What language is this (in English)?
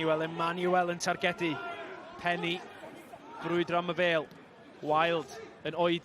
Welsh